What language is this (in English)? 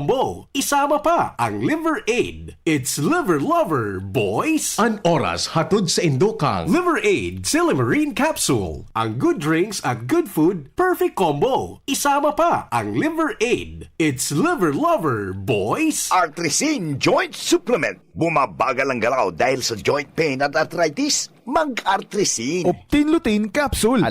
Bikol